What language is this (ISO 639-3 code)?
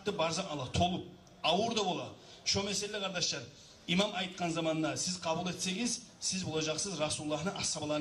kum